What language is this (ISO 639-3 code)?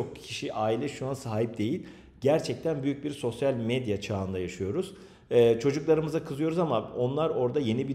tur